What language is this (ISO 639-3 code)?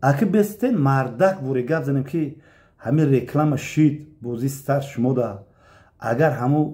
tgk